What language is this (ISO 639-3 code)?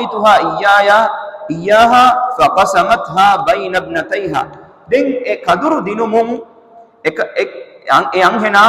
div